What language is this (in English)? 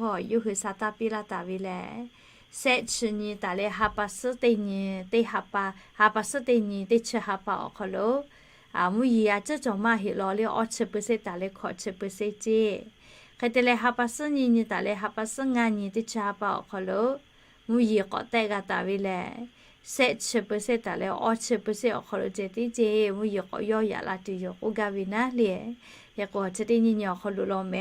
Lahu